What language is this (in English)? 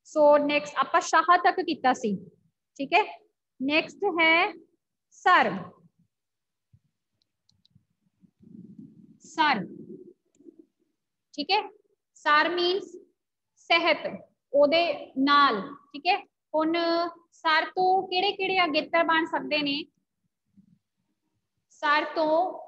Punjabi